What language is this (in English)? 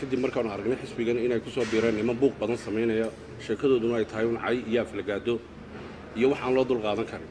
Somali